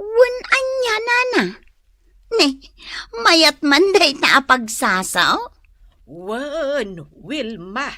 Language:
Iloko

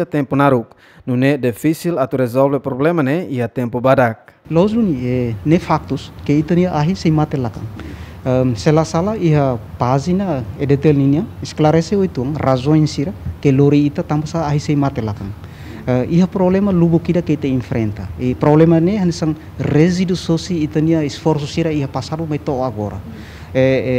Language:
Tetum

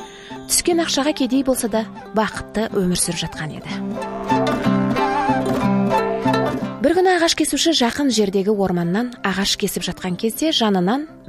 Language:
Kazakh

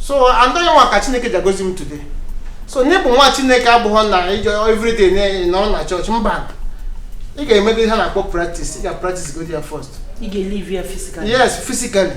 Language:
Igbo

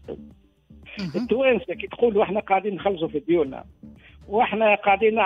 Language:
Tunisian Arabic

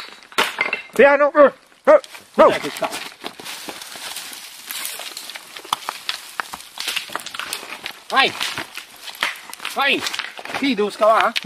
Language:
Italian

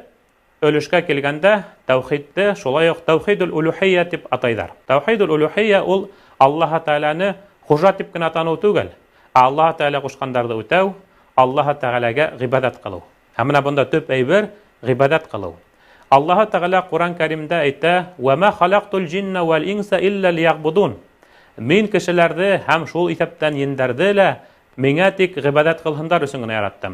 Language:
Bashkir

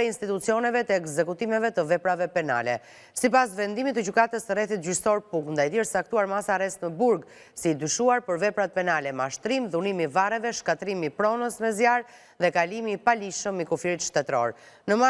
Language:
Albanian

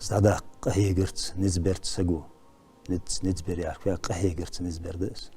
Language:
Ingush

